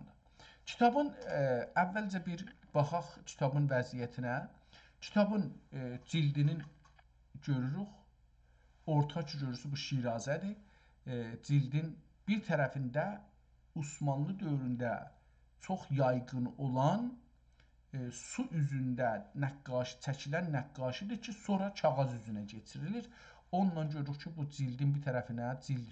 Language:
South Azerbaijani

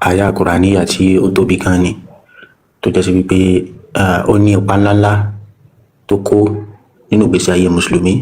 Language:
Yoruba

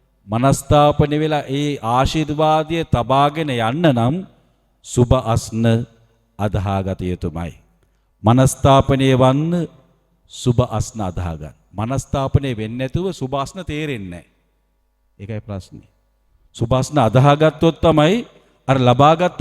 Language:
Sinhala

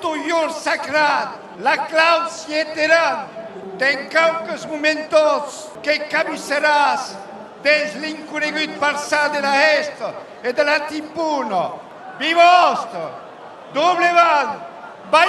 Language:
Occitan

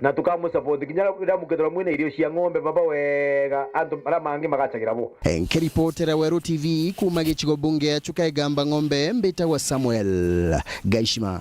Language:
Meru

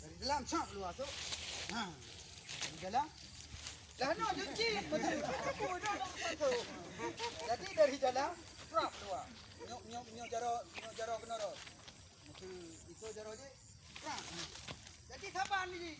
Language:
Achinese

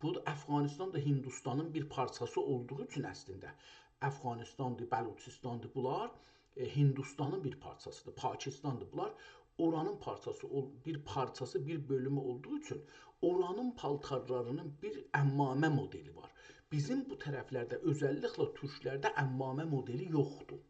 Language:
South Azerbaijani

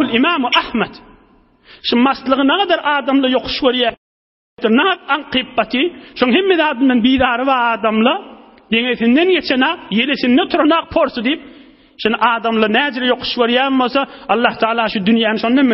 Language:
Turkmen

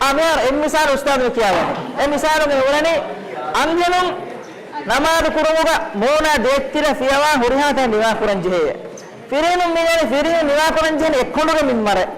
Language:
Divehi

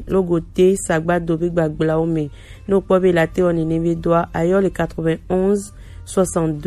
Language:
Gen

